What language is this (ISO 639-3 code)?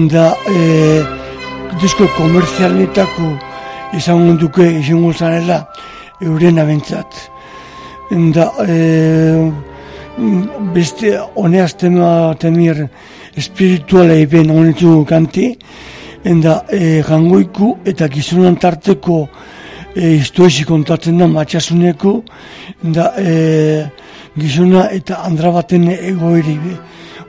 eus